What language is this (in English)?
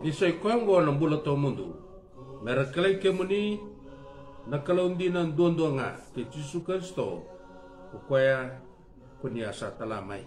Fijian